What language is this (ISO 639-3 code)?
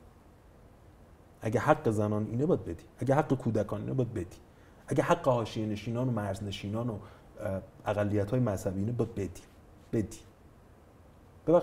fas